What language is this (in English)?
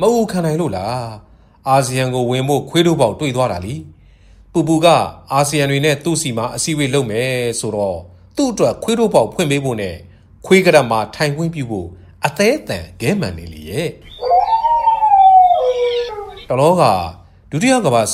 Burmese